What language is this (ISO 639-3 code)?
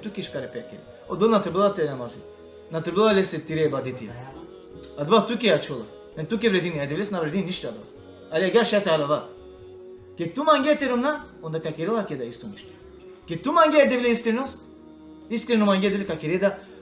rmn